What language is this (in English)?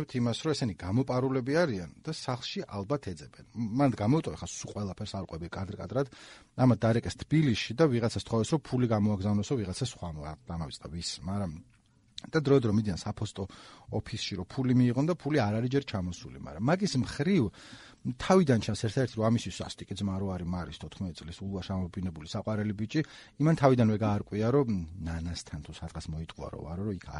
Georgian